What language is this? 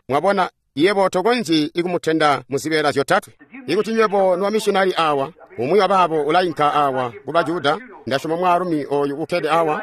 Tonga (Zambia)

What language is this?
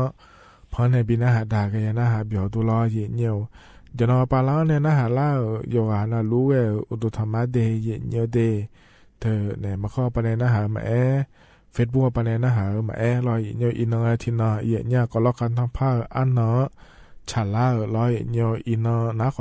Akha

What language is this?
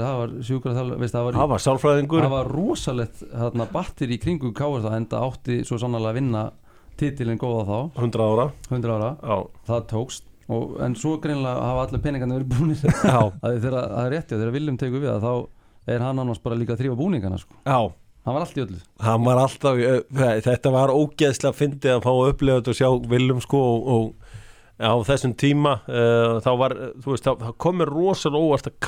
Icelandic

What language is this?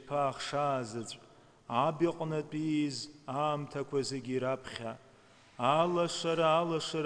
Abkhazian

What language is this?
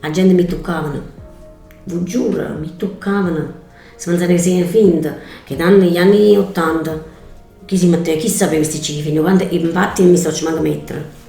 Neapolitan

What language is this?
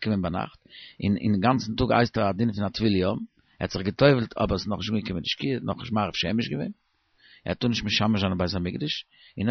Yiddish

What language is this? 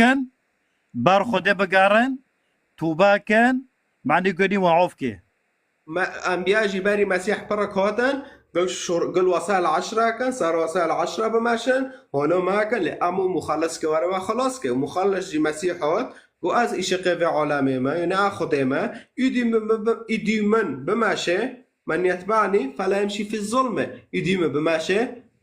Kurdish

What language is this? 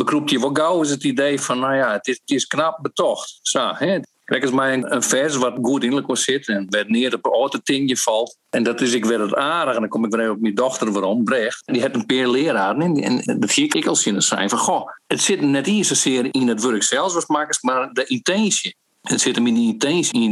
Western Frisian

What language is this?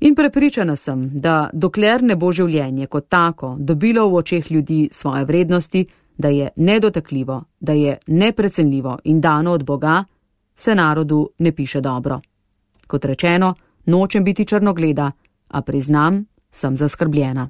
Slovenian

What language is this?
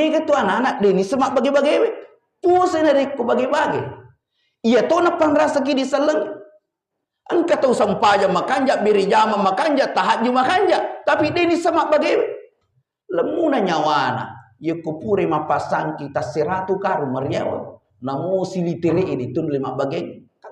Buginese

